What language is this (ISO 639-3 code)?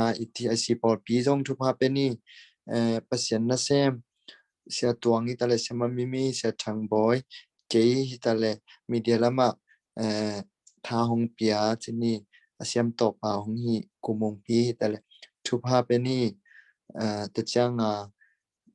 ctd